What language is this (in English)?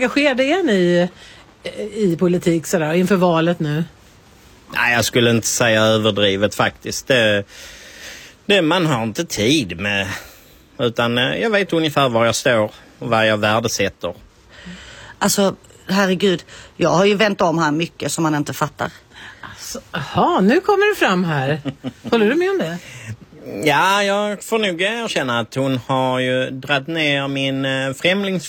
Swedish